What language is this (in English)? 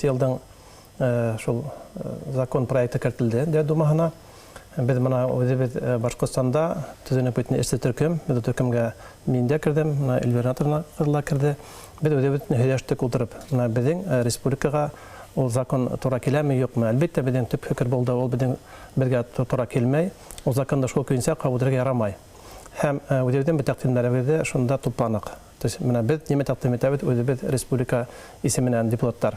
Bashkir